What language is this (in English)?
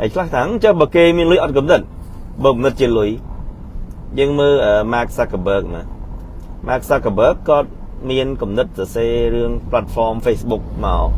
Khmer